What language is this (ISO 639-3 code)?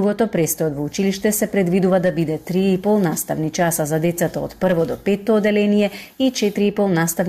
mkd